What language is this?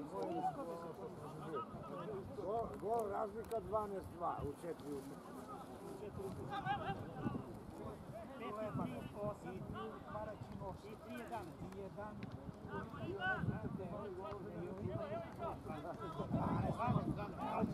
Serbian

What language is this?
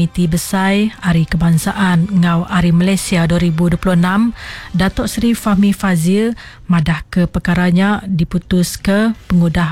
Iban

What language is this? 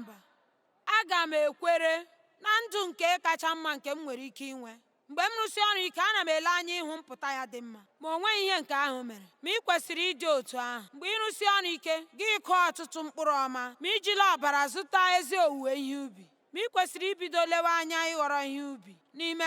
Igbo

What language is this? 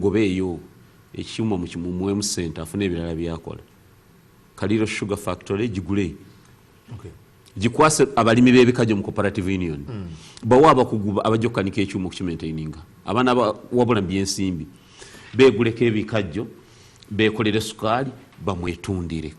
Ganda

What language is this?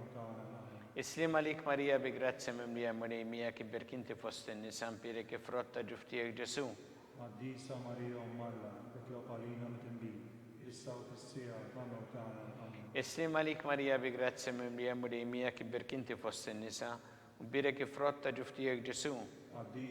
Maltese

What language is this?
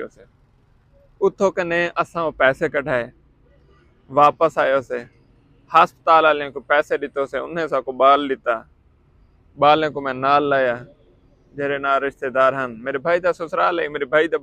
Saraiki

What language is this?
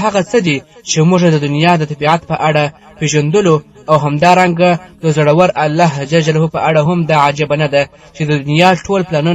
Pashto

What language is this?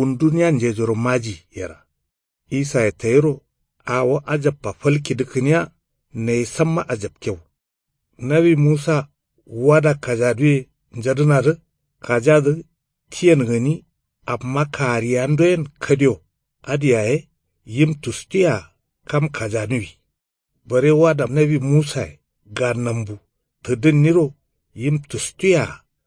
Kanuri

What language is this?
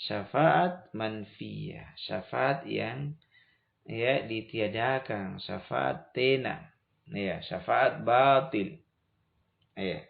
Makasar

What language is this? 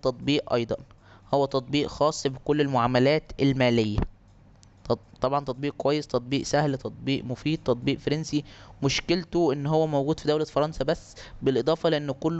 Egyptian Arabic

